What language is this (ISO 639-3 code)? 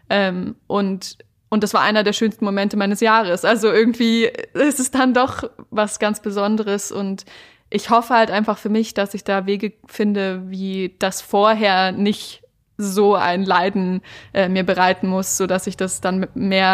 deu